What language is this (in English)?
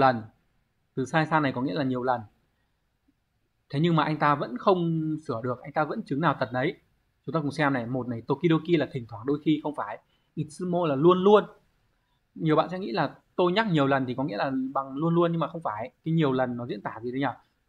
Vietnamese